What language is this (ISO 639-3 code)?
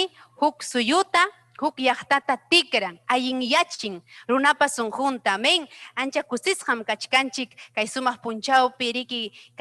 quy